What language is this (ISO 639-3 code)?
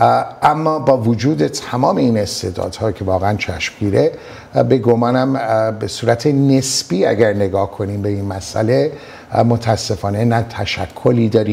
fas